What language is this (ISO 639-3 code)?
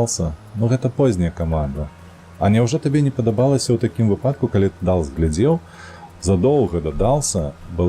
bel